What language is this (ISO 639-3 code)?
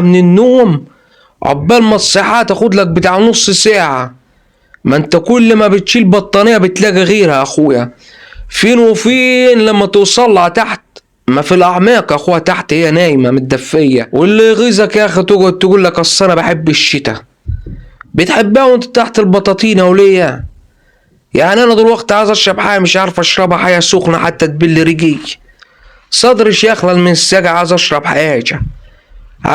arz